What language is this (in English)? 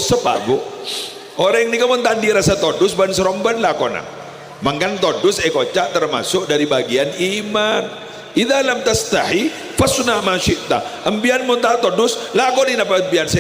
Madurese